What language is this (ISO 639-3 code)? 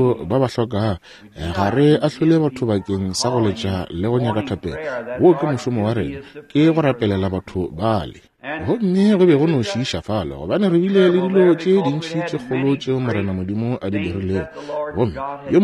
nso